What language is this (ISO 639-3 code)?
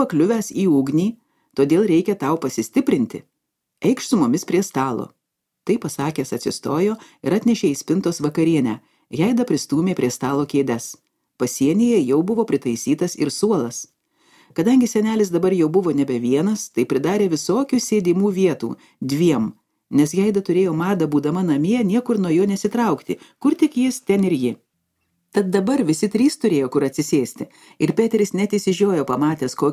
lit